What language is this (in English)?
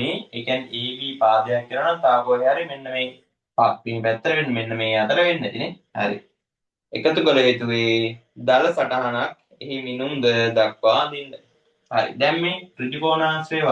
Sinhala